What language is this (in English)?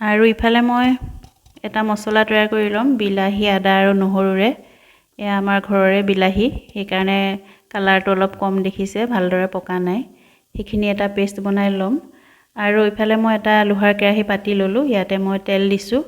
Assamese